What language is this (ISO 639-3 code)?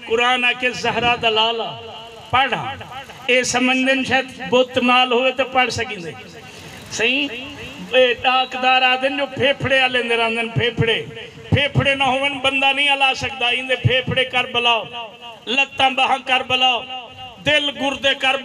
skr